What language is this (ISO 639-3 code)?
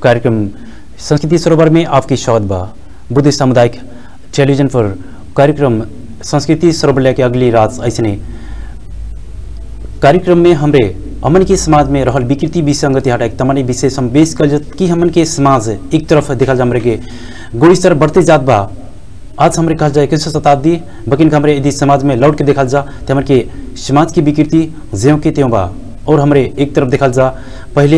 bho